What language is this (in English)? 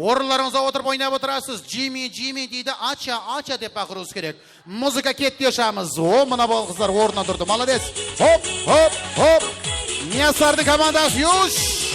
Kara-Kalpak